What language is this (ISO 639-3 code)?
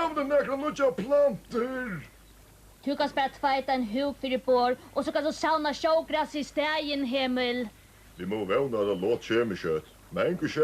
fao